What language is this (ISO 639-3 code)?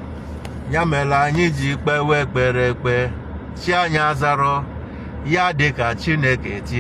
ibo